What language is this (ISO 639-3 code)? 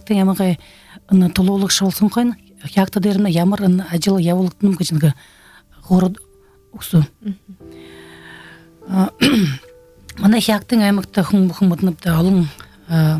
bua